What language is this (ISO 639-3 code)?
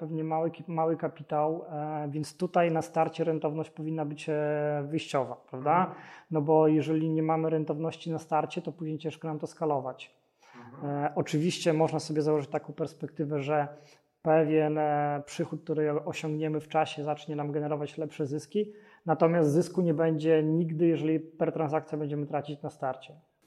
pol